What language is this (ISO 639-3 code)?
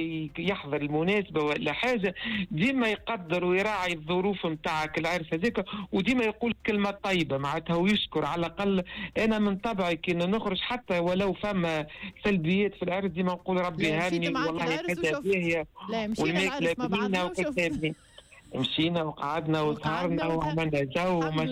aeb